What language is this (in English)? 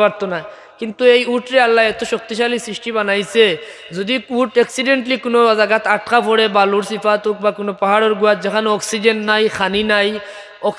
Sylheti